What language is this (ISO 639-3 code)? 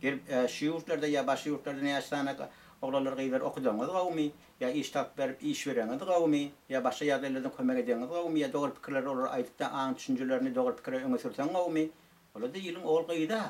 tuk